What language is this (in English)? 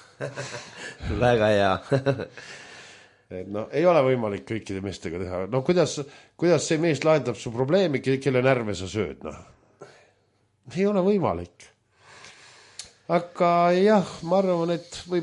Estonian